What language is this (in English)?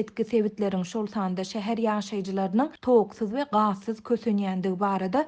Turkmen